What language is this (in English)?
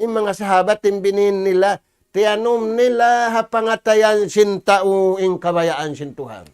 Tausug